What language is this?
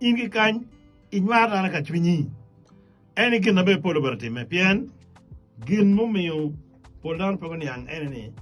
Acoli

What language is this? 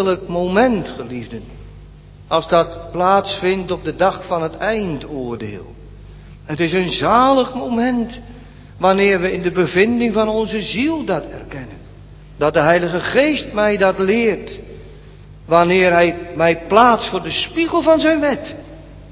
Dutch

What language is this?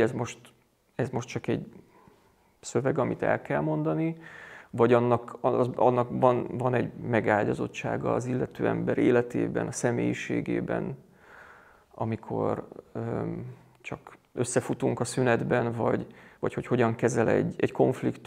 Hungarian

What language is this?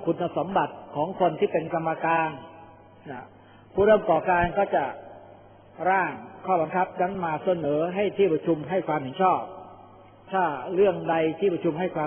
Thai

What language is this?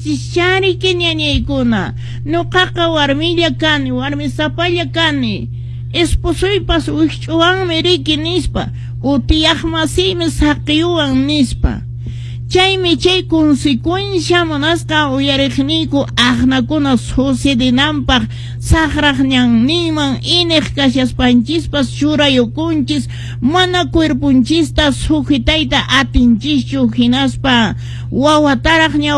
Quechua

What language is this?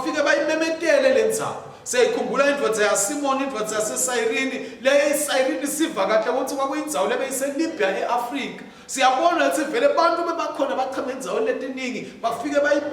Swati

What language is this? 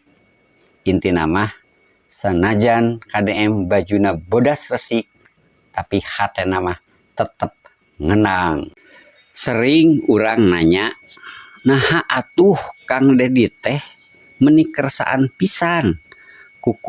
Sundanese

